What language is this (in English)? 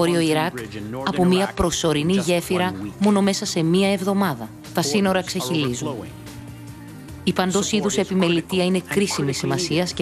Greek